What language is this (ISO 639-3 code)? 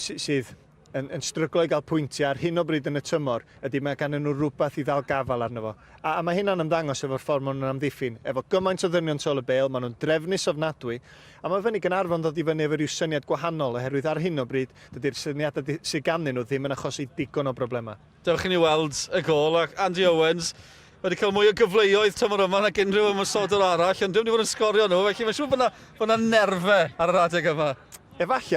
cym